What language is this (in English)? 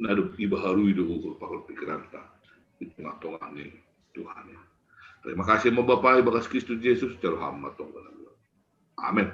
Batak Simalungun